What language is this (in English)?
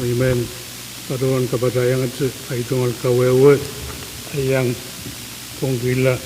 Pohnpeian